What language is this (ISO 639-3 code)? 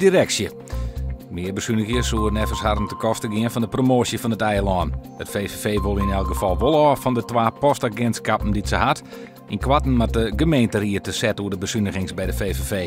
fry